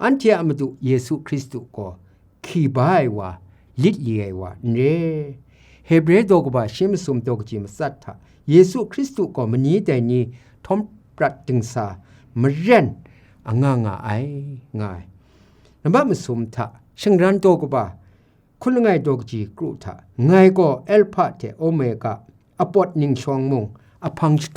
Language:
Kachin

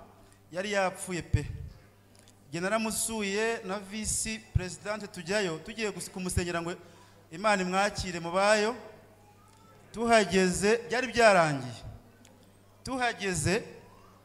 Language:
Kinyarwanda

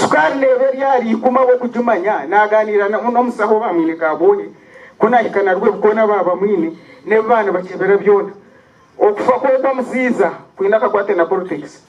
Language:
Nyankole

